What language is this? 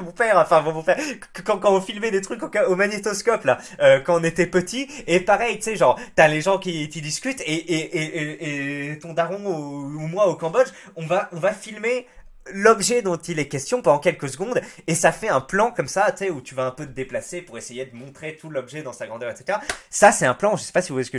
French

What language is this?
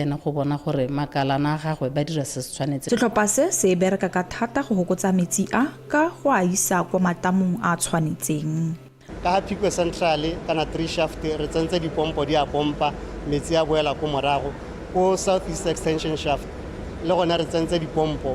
Tswana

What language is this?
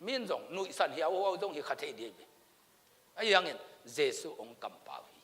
Tedim Chin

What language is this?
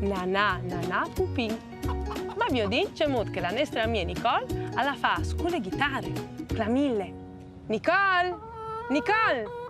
Friulian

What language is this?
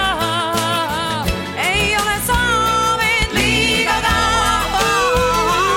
Estonian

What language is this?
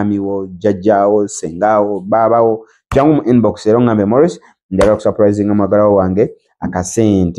Ganda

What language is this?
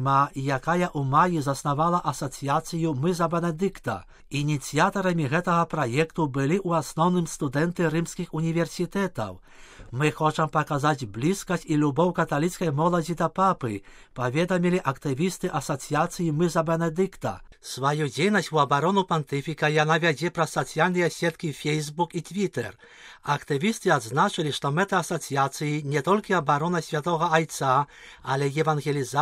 Belarusian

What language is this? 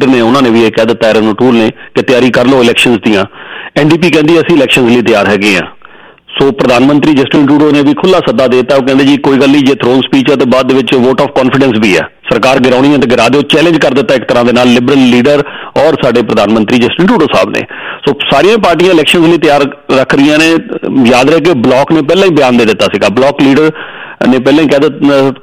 Punjabi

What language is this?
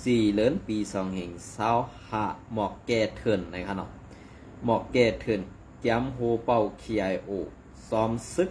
Shan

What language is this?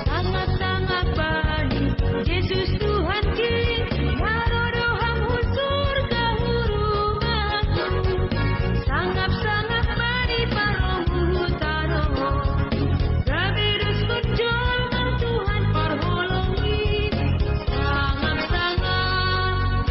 Batak Simalungun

